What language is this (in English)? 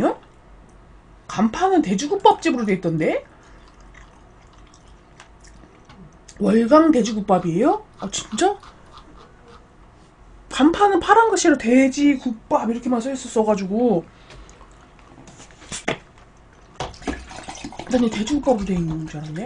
Korean